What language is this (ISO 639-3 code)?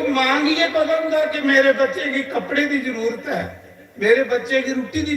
doi